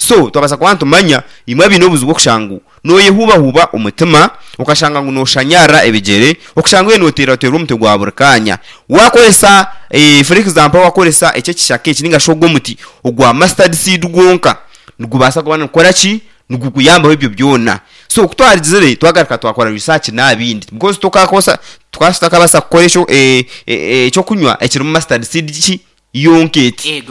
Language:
Nyankole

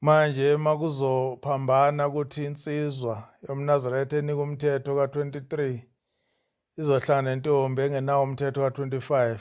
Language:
Zulu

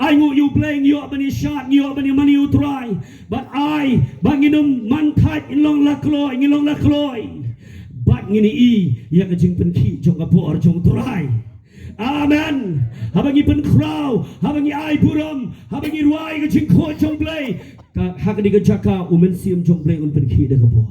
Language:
Khasi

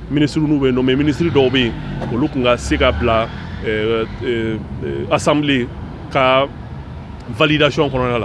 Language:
Bambara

